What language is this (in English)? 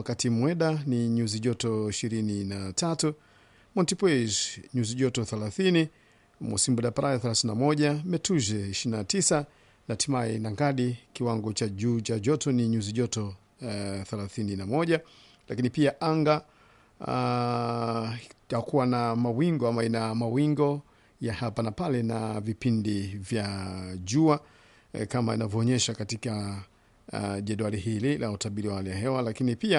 Swahili